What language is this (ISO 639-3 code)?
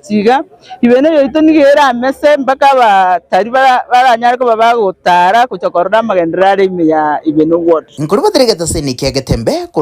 guz